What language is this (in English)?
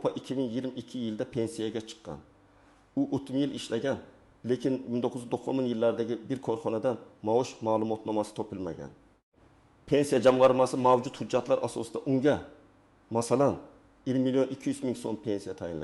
Uzbek